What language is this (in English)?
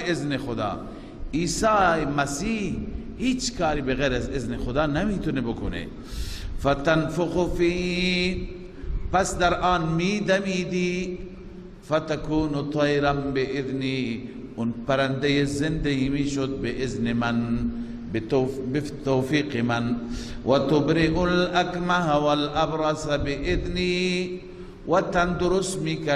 Persian